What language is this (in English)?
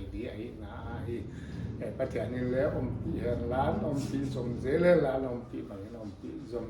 Paite Chin